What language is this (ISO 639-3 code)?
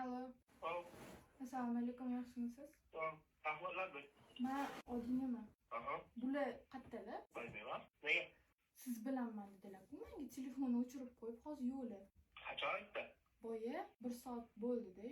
uzb